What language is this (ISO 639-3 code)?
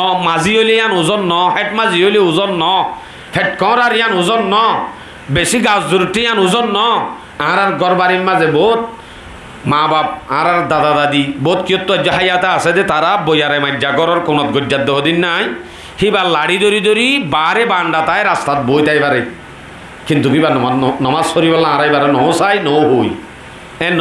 rhg